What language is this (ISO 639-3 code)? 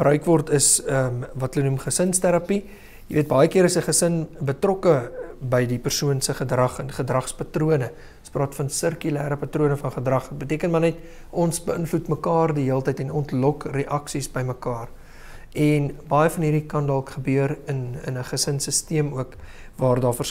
afr